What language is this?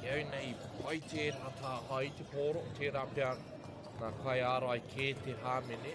Māori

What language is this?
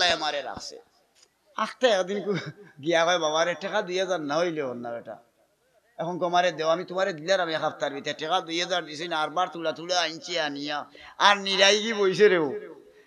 Sylheti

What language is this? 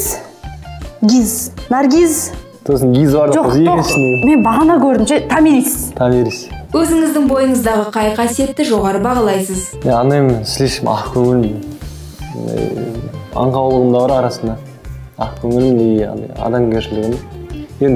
Kazakh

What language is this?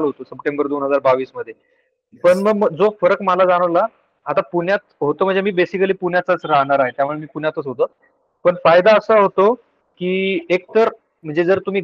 Marathi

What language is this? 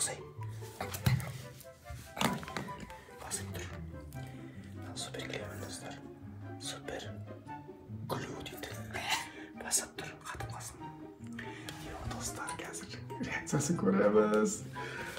Kazakh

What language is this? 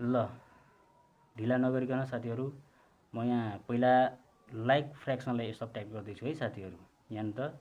Nepali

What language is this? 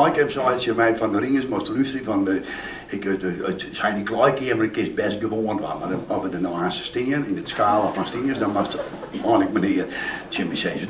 Western Frisian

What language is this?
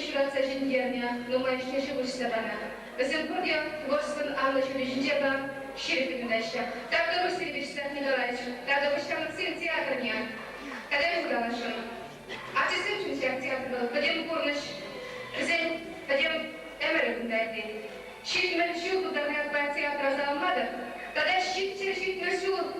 Chuvash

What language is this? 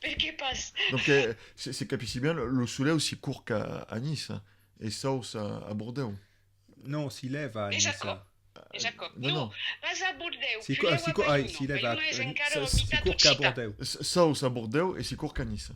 Occitan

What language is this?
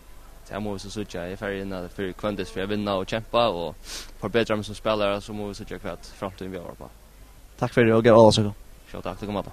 Faroese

